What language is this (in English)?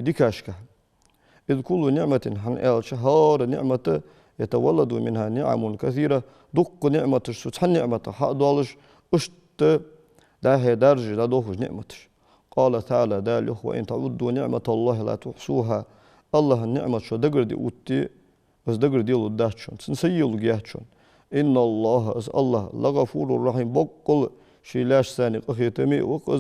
Ingush